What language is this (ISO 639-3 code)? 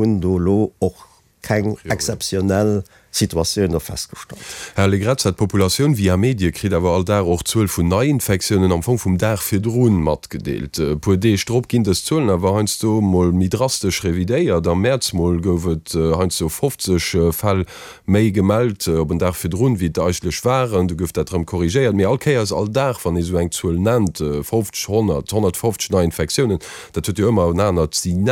ltz